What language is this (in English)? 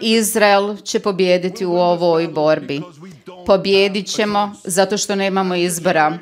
Croatian